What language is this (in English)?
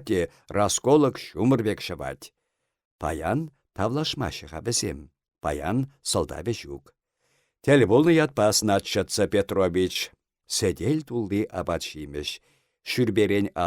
Chuvash